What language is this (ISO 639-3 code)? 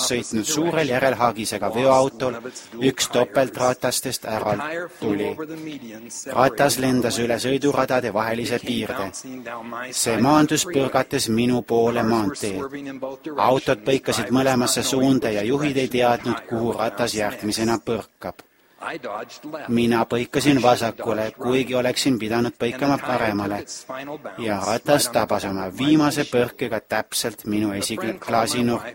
est